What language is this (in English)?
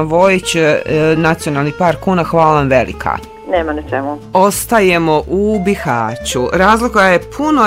Bosnian